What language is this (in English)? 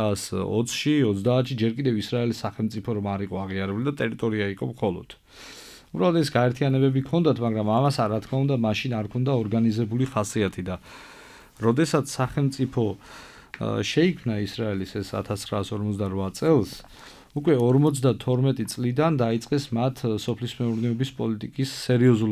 Georgian